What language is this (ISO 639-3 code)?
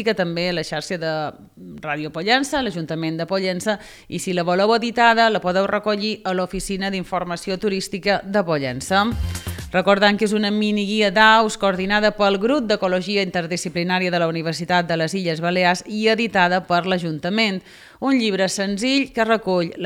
cat